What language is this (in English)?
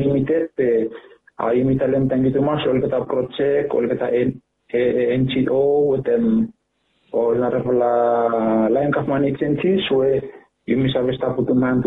Bislama